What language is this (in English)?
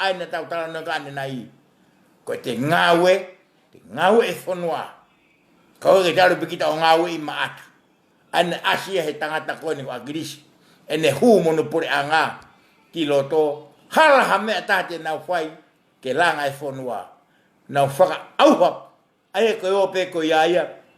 Tongan